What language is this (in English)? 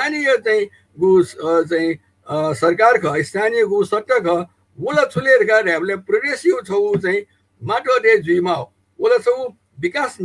Newari